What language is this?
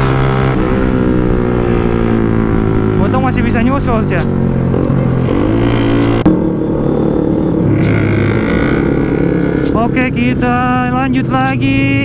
Indonesian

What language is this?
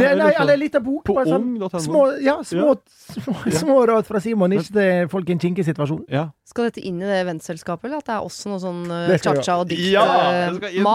Norwegian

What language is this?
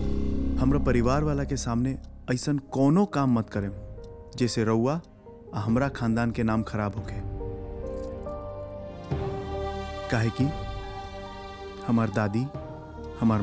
Bhojpuri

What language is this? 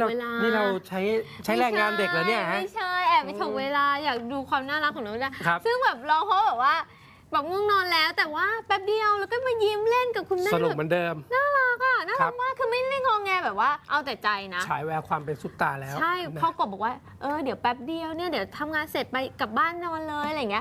Thai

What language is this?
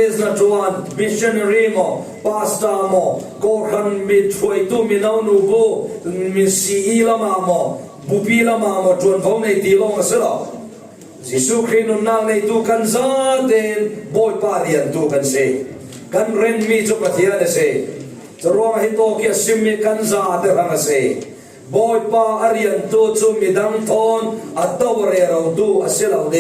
Falam Chin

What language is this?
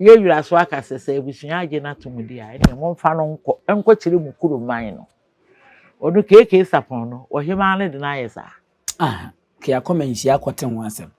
Akan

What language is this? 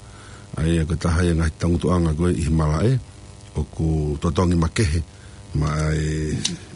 Tongan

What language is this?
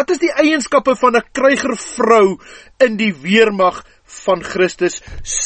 Afrikaans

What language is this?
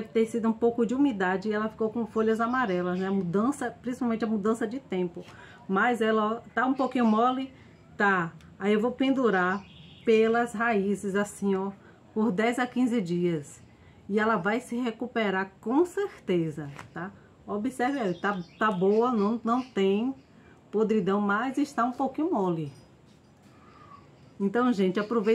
Portuguese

